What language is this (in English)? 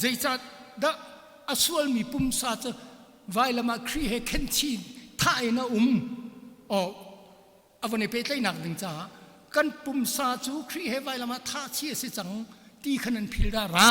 Hakha Chin